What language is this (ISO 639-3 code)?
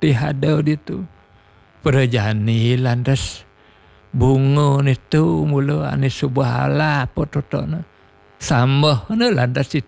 ban